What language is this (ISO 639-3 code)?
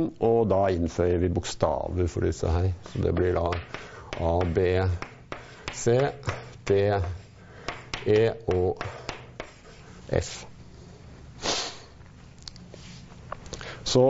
nor